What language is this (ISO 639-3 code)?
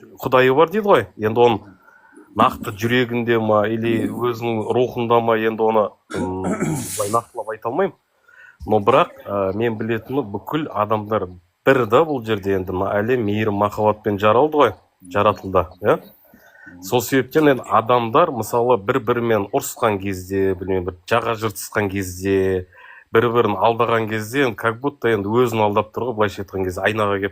kaz